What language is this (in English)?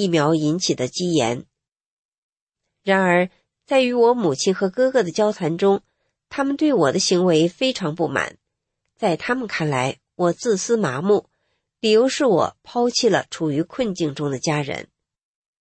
Chinese